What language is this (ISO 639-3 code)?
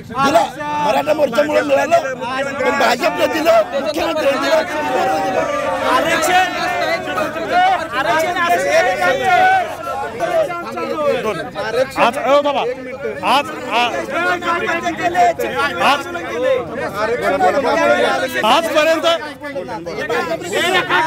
mar